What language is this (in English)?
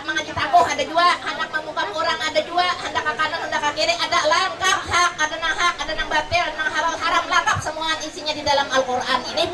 Banjar